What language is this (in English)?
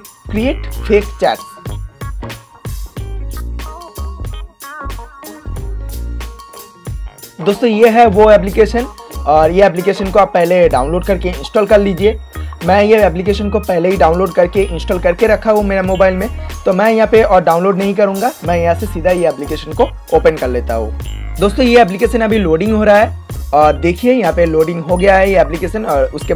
Hindi